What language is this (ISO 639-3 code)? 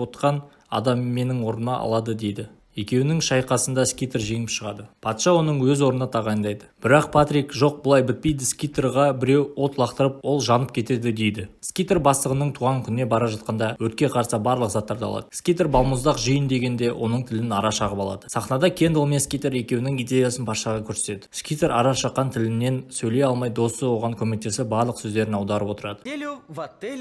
kaz